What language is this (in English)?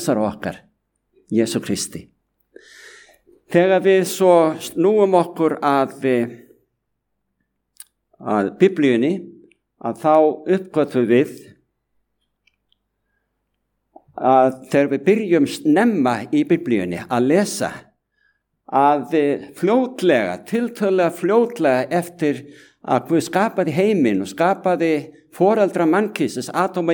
Icelandic